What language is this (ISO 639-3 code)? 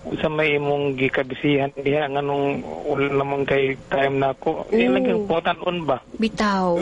ceb